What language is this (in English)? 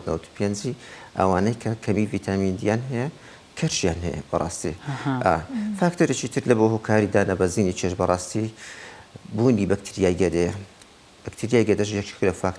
Central Kurdish